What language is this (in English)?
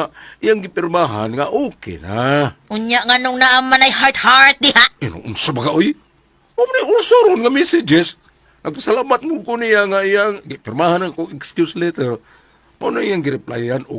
Cebuano